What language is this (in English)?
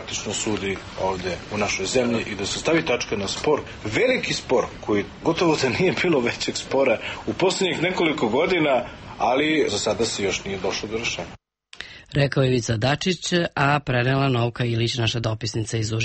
Serbian